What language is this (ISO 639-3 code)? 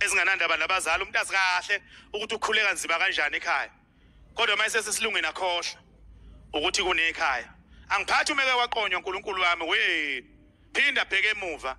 zul